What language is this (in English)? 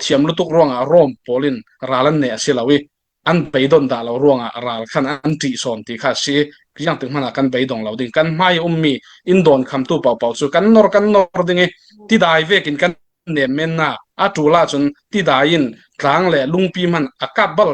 Hakha Chin